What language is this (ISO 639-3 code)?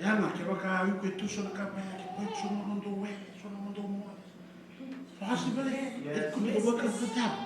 fij